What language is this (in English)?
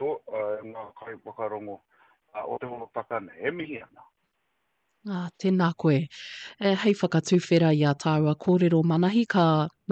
Māori